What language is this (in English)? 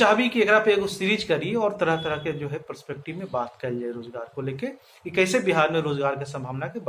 Magahi